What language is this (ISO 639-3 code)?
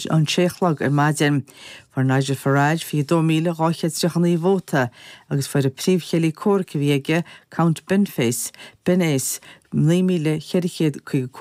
gle